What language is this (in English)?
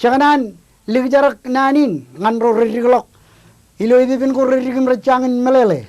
Marshallese